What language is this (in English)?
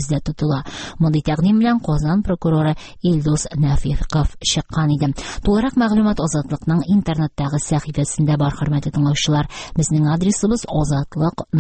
Tatar